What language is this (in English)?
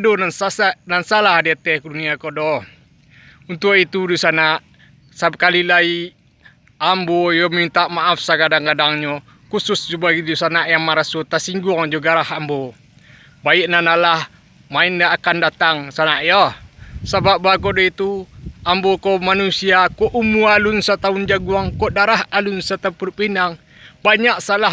Minangkabau